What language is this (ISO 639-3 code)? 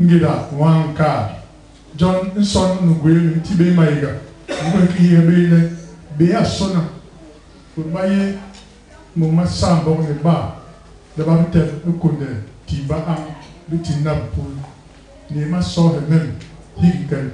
bas